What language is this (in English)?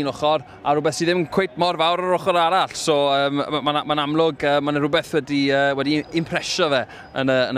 Welsh